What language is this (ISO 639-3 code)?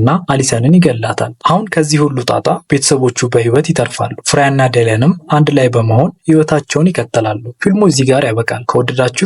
amh